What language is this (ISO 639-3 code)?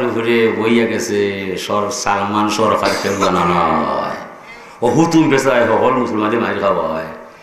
syl